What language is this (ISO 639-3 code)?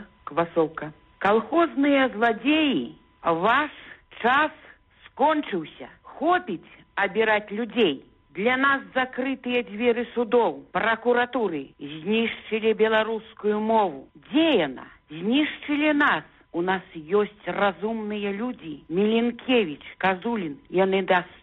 bel